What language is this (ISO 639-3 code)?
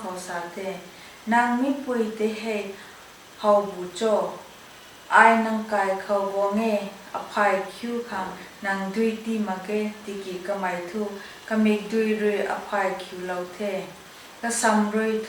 nbu